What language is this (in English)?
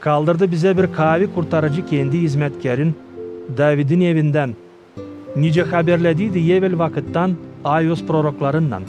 Gagauz